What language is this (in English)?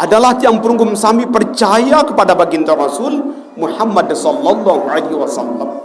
Sasak